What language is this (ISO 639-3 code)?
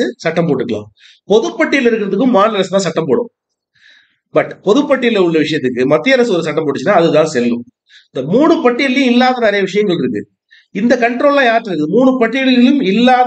tam